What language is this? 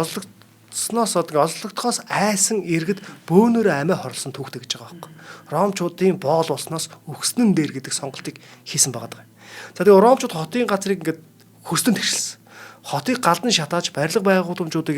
Mongolian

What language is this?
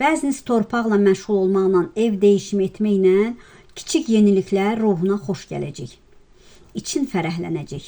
Azerbaijani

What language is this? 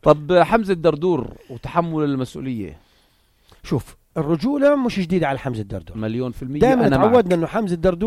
North Levantine Arabic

